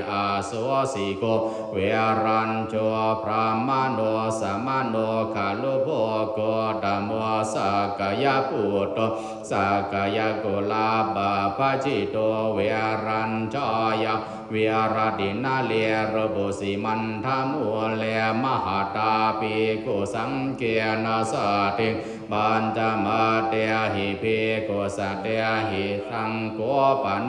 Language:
Pali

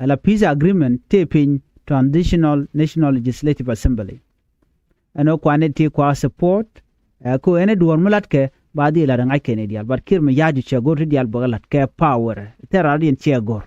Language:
Nuer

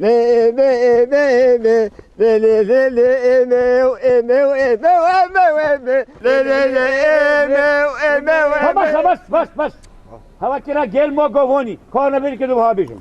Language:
Kurdish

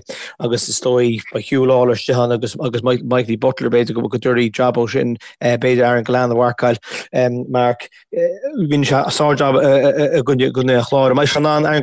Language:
Irish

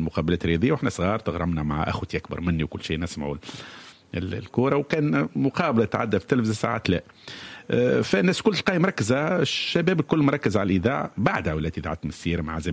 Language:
Tunisian Arabic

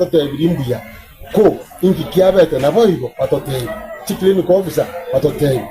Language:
Gusii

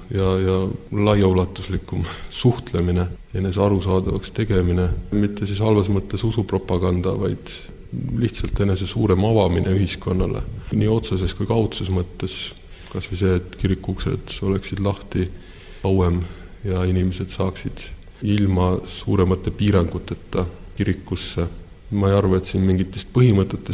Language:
Estonian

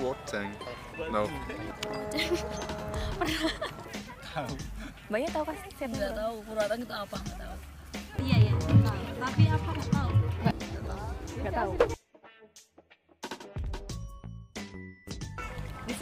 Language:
Indonesian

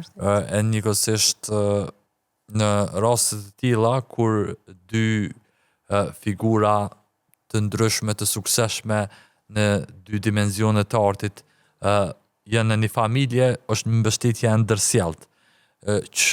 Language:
Albanian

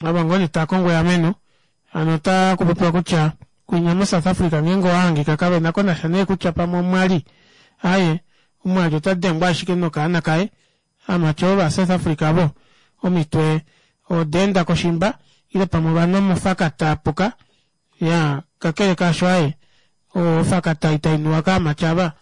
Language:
Kuanyama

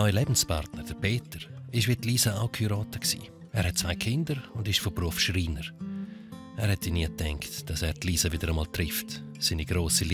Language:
Swiss German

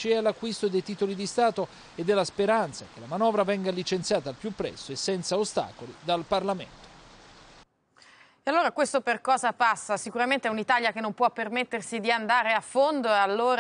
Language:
Italian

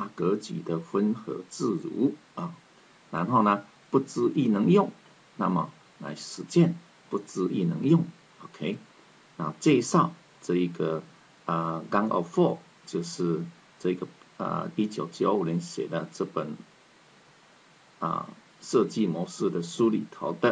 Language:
Chinese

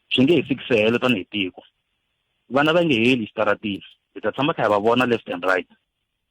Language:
Tsonga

